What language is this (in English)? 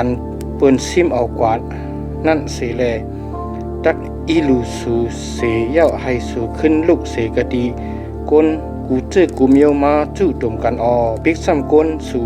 Shan